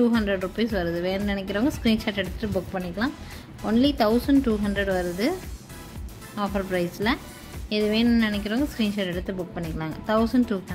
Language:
Tamil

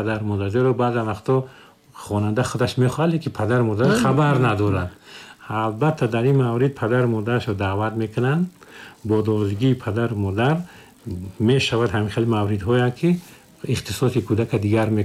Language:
Tajik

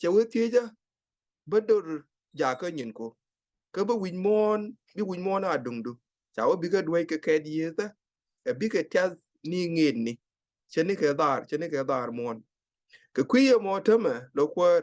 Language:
Nuer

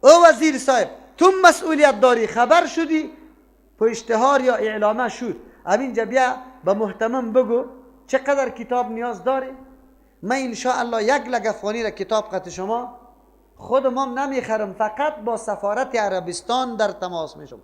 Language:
Persian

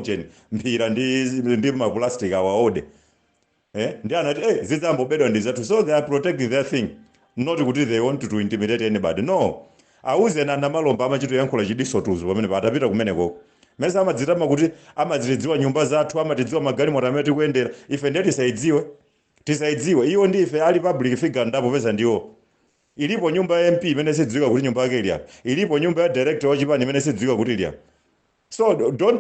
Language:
Nyanja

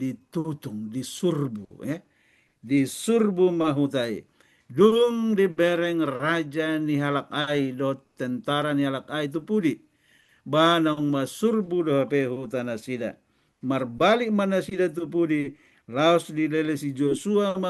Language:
Batak Toba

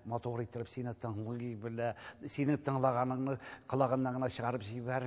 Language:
Tatar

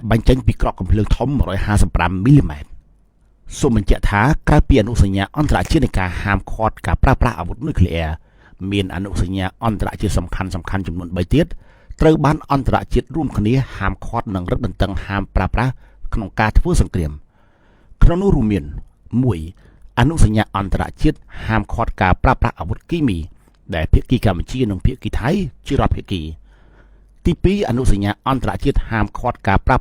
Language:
Khmer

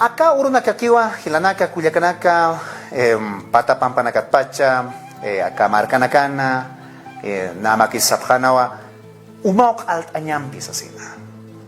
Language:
Aymara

